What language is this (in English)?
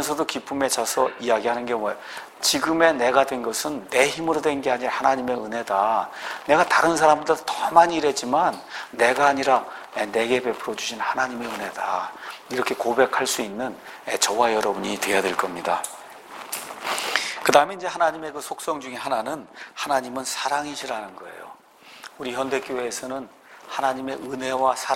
Korean